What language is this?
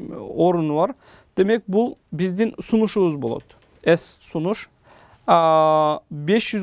Kyrgyz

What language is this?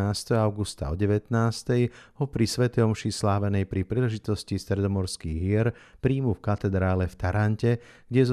Slovak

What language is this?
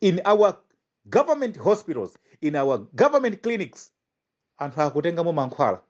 Nyanja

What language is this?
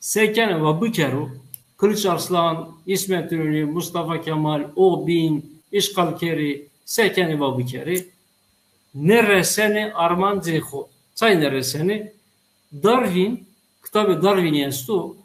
Zaza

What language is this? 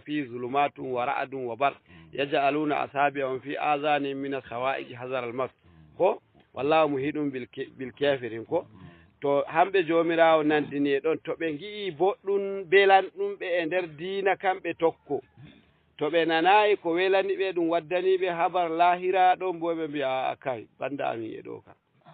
Fula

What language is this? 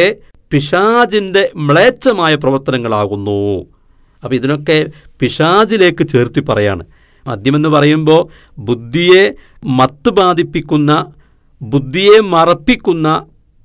Malayalam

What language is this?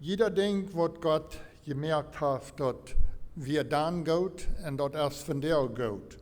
Plautdietsch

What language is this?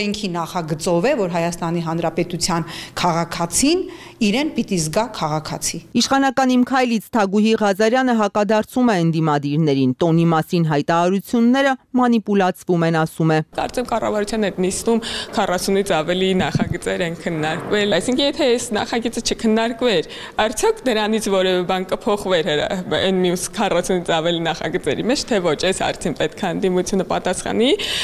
Armenian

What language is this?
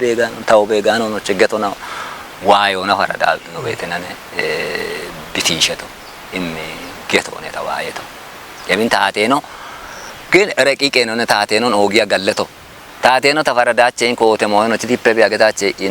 Kafa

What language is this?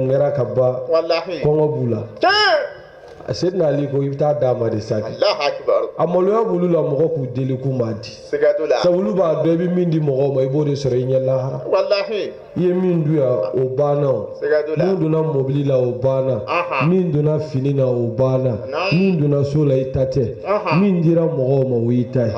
Bambara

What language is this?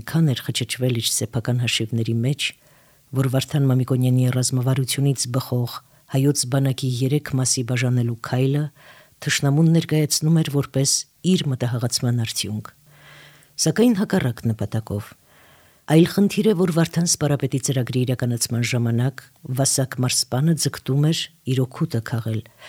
Armenian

